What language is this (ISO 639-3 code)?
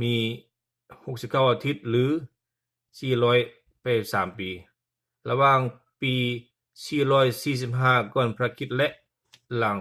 lao